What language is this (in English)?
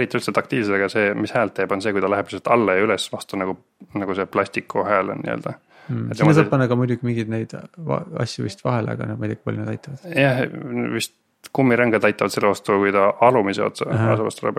Estonian